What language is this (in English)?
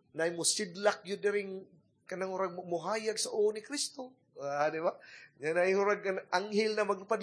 Cebuano